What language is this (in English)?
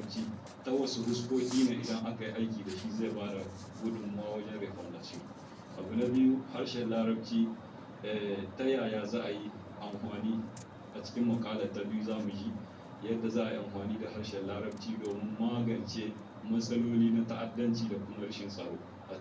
Hausa